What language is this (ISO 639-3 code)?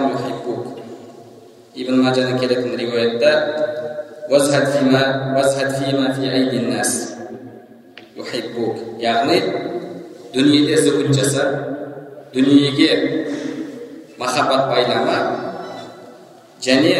kaz